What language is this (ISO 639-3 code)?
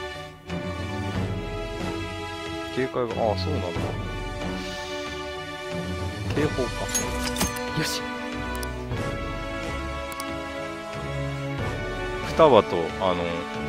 jpn